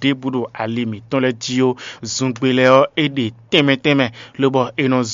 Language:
Fon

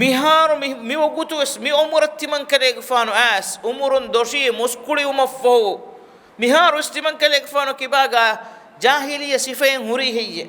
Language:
Divehi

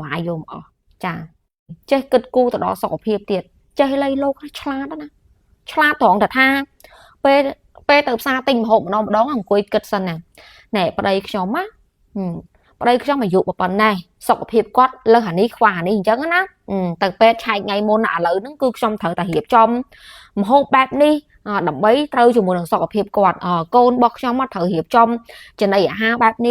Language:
Khmer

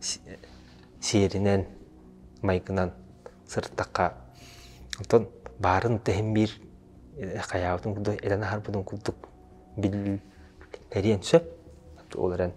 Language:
Yakut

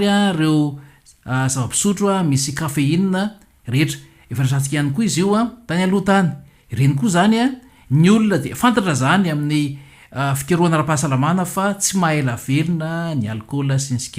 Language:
Malagasy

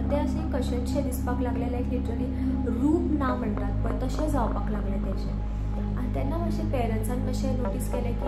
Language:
Konkani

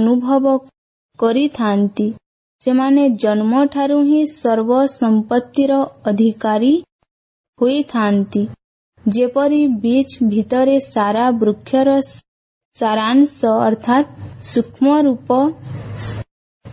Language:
Odia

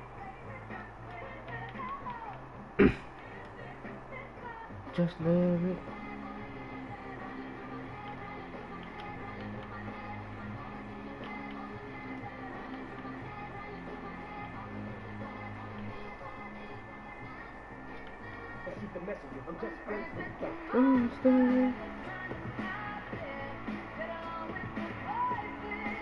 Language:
English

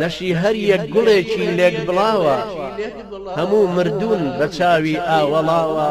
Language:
Central Kurdish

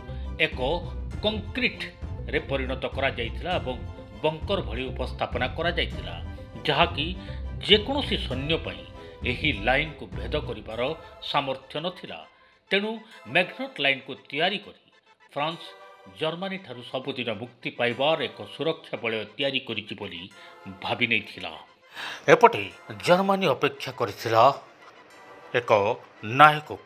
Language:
Odia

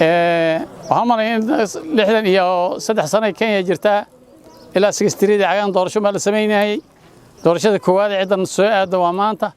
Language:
Somali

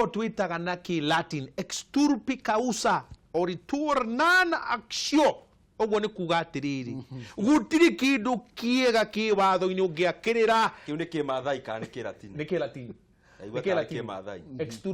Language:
Kikuyu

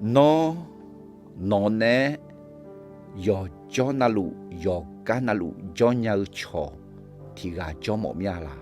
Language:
Akha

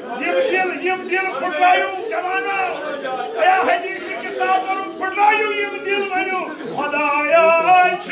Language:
Kashmiri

